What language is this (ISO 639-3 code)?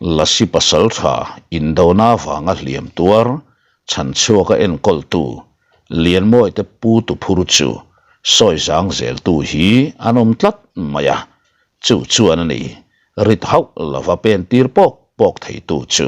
lus